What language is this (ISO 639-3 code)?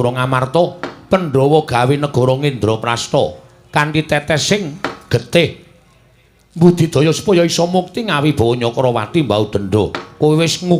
jav